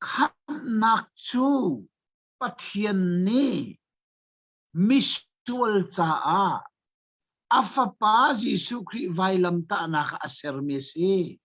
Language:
Hakha Chin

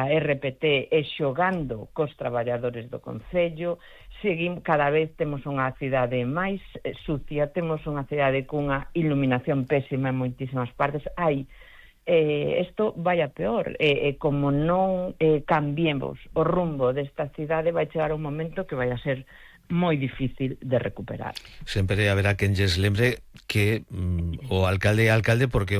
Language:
Galician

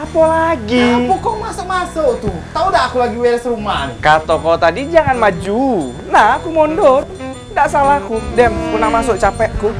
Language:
Musi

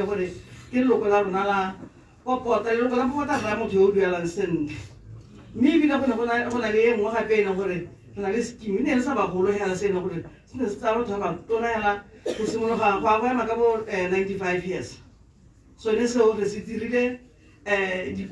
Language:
Tswana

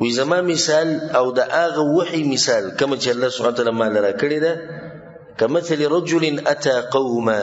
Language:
Pashto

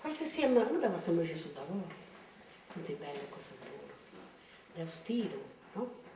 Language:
Sardinian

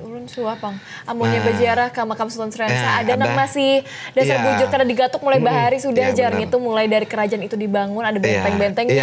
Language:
Banjar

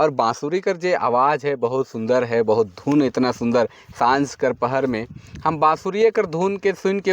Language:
Sadri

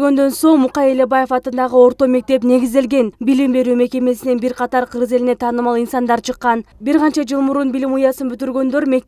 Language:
Kyrgyz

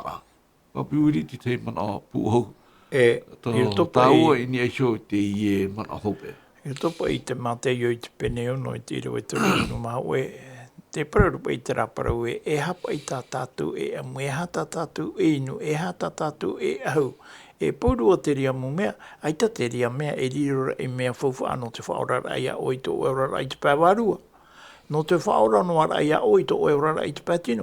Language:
Tahitian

